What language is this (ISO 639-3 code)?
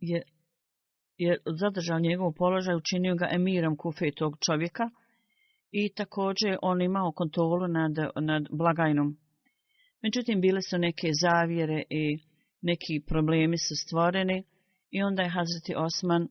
bos